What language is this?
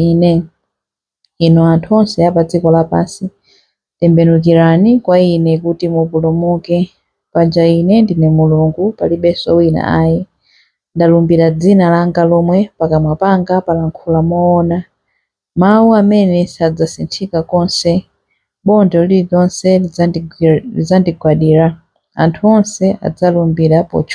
Nyanja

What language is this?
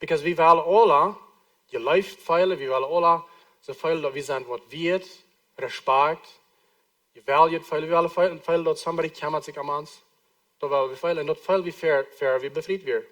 Plautdietsch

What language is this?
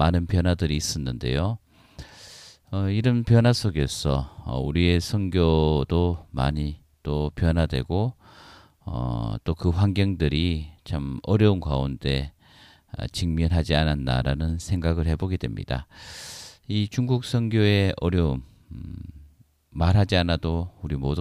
Korean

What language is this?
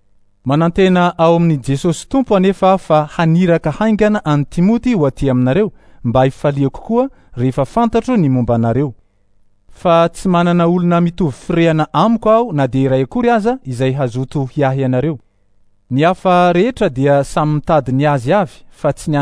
Malagasy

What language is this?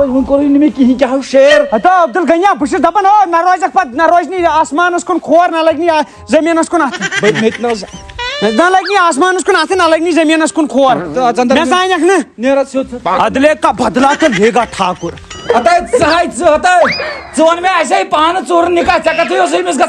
Kashmiri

